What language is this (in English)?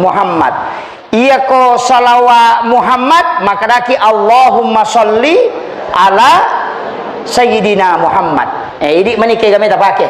Buginese